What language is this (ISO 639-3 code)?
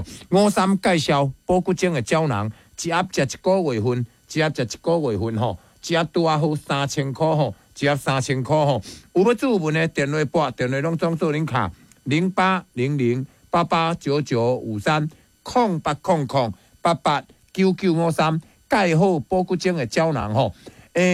nan